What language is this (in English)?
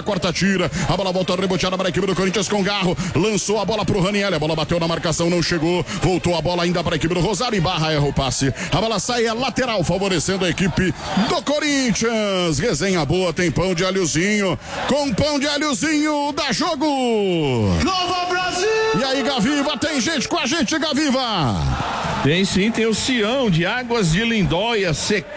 Portuguese